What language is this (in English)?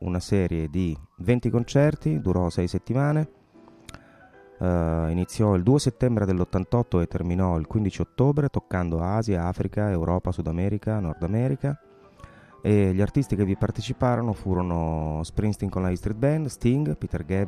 Italian